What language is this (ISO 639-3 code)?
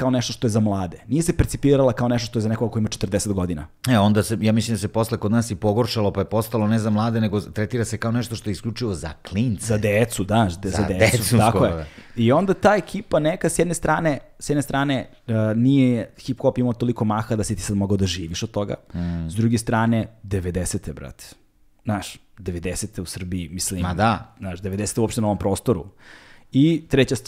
srp